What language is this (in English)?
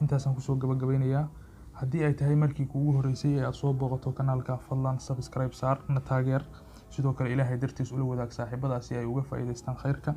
Somali